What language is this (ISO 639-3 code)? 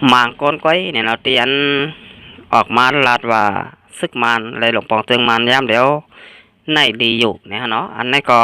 shn